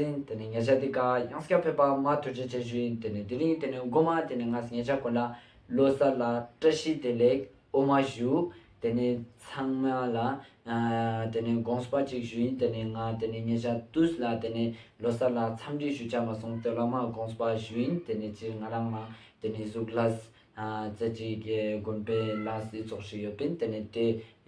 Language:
Ladakhi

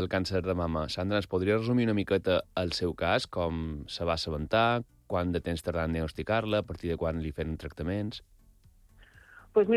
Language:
Catalan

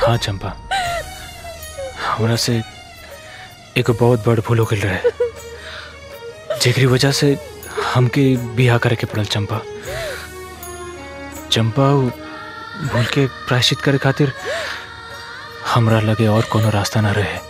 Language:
Bhojpuri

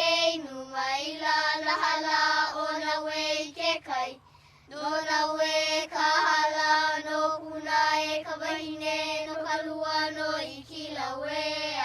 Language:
Hawaiian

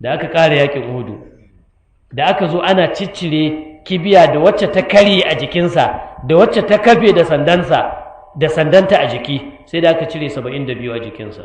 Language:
Hausa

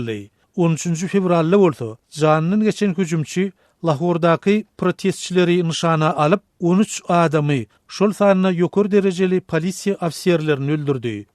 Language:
Turkmen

